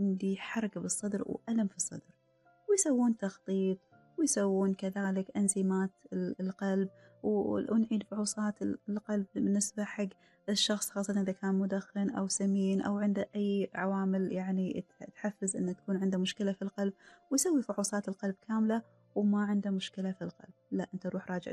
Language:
Gulf Arabic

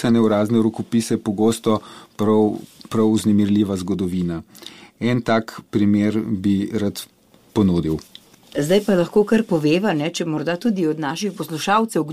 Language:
Slovenian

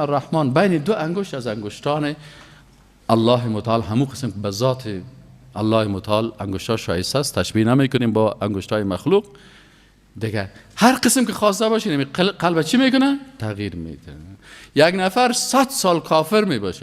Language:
Persian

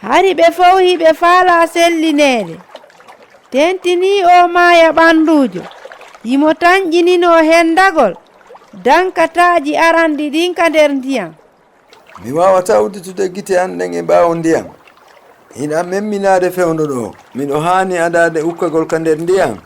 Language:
Fula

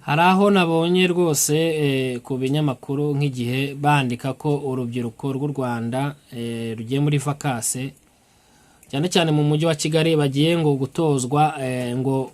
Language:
Kinyarwanda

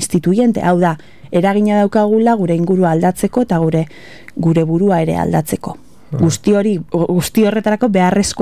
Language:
Basque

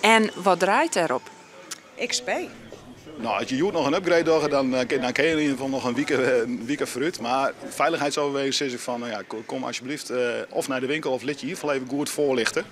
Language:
Western Frisian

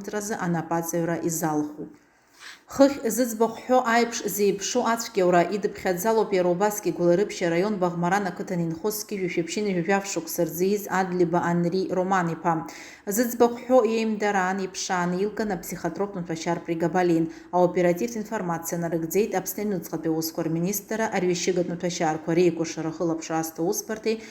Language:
Abkhazian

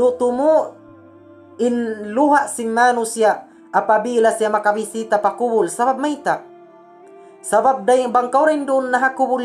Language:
Tausug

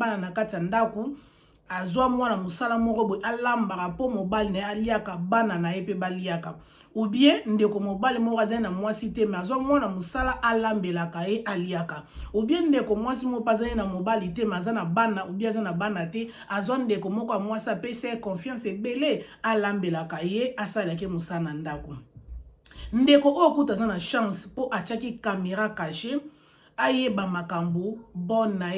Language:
Lingala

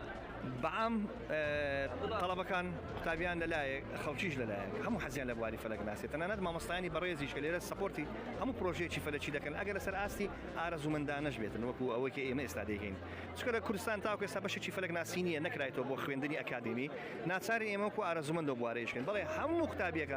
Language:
Central Kurdish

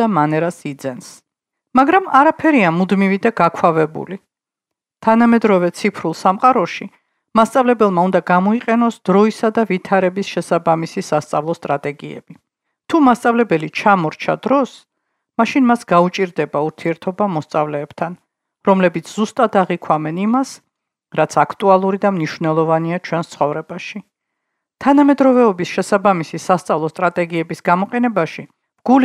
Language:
Georgian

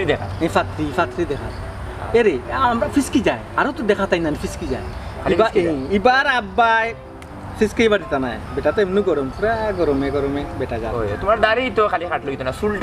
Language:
Sylheti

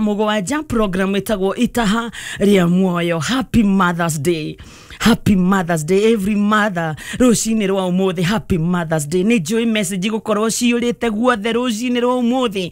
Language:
Kikuyu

